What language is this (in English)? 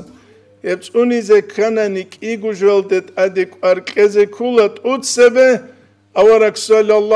Avaric